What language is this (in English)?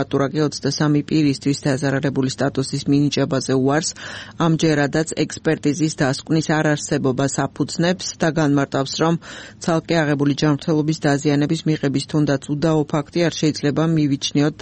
Georgian